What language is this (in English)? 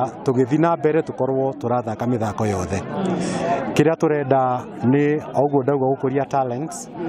Kikuyu